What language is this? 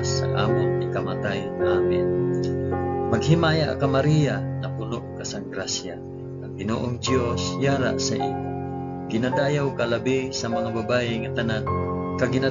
Hiligaynon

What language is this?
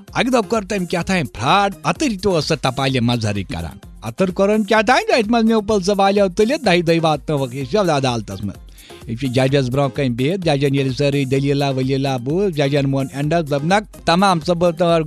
Kashmiri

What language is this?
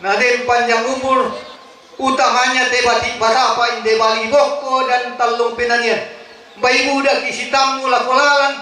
Toraja-Sa'dan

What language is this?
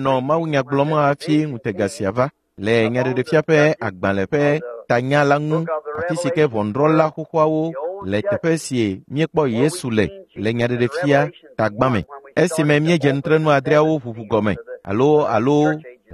Ewe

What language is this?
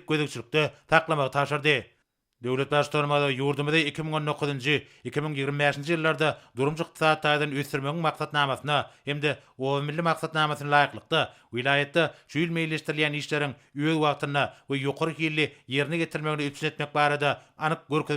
Turkmen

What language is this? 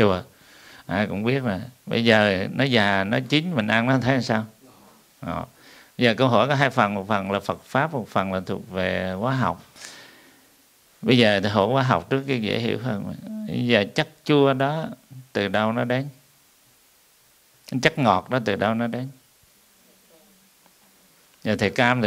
Vietnamese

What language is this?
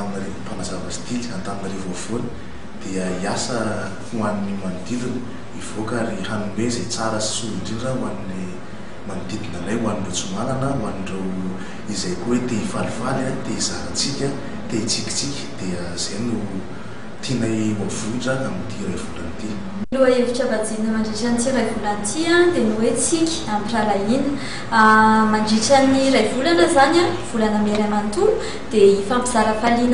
Malagasy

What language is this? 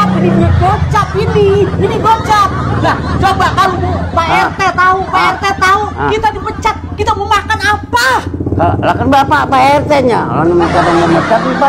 Betawi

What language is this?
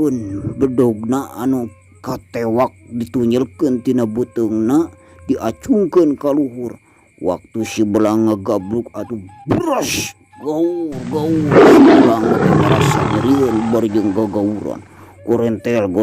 Sundanese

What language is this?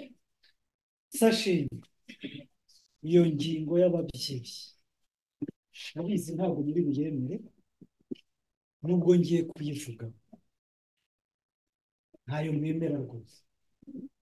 Kinyarwanda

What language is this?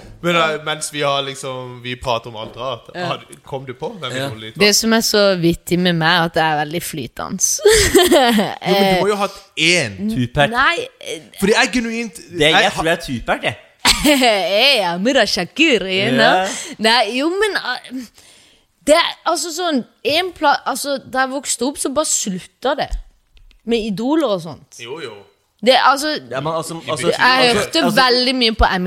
Norwegian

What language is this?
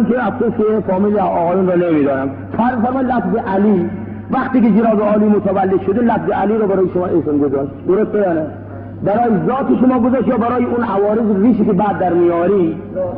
Persian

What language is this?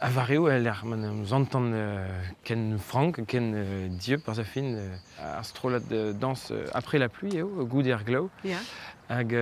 Breton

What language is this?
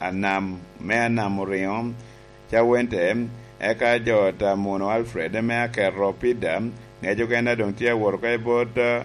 Lango (Uganda)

